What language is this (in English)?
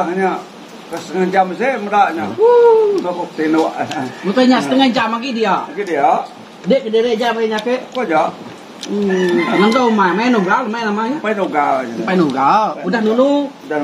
Iban